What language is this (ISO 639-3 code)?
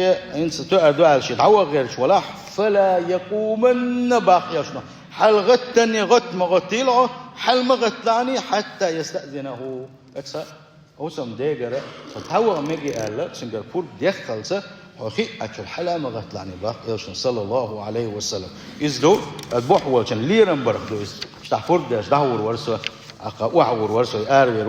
che